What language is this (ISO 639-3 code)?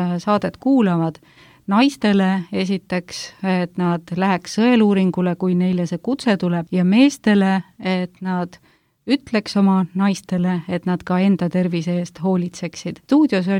est